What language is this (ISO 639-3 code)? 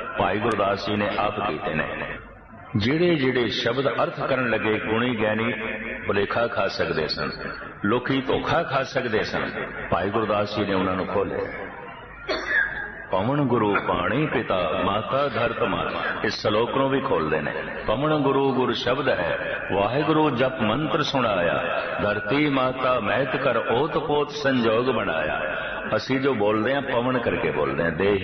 pan